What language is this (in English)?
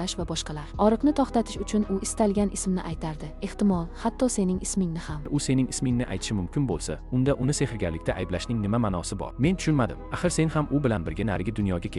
Uzbek